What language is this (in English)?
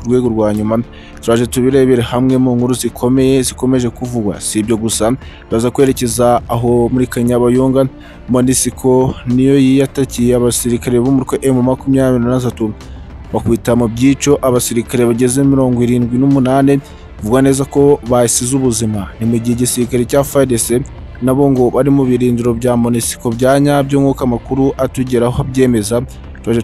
Kinyarwanda